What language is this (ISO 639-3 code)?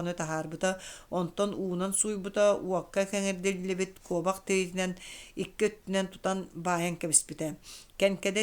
sah